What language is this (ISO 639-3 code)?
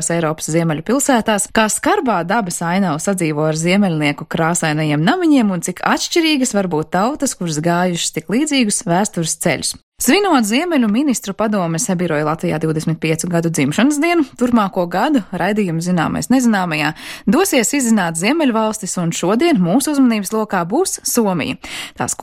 lav